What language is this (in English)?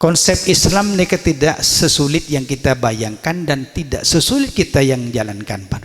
Madurese